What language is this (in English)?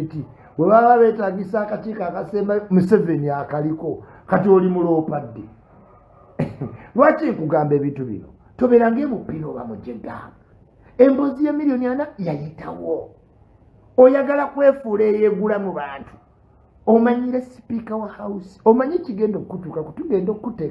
Ganda